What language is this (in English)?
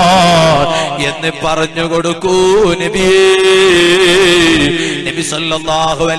Malayalam